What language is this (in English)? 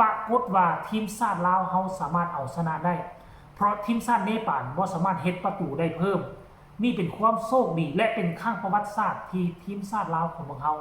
Lao